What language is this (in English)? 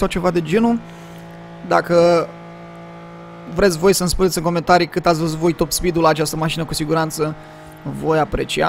Romanian